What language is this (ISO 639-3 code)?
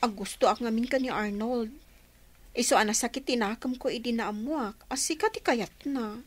ilo